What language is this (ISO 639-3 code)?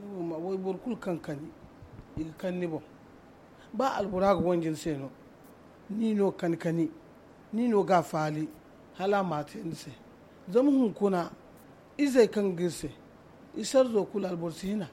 dje